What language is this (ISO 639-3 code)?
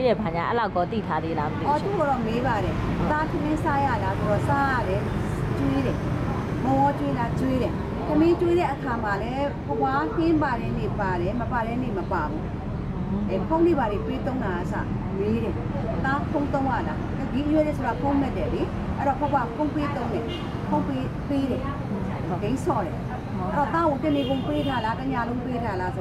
mya